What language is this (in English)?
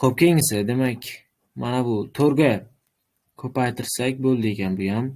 Uzbek